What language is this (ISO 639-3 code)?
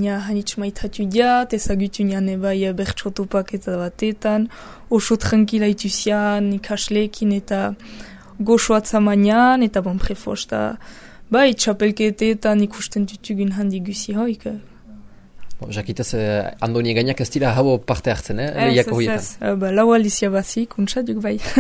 eus